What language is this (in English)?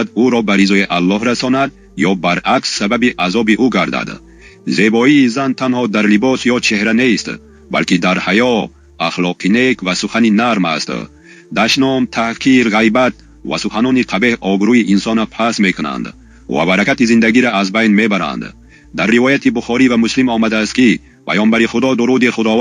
Tajik